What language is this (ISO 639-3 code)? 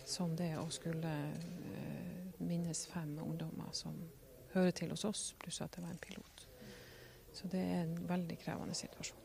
nor